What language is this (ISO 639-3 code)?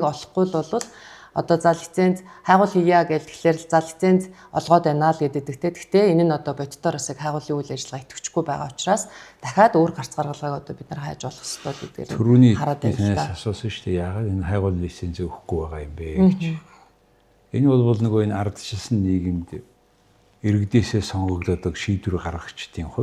mon